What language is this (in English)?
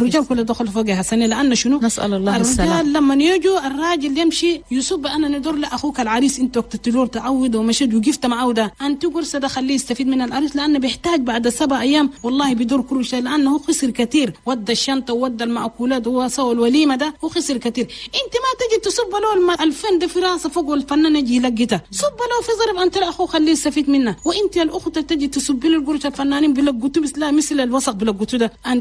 Chadian Arabic